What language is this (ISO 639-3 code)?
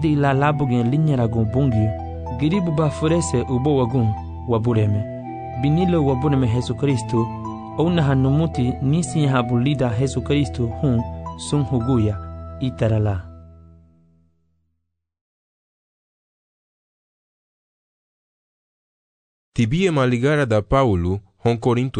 cab